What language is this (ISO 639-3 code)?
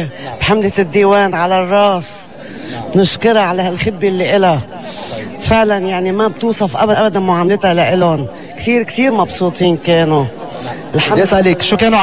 apc